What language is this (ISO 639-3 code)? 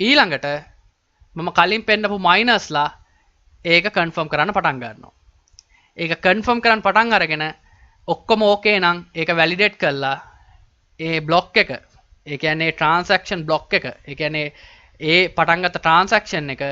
sin